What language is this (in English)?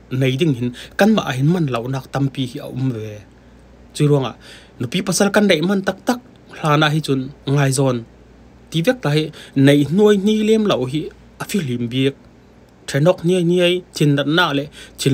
Falam Chin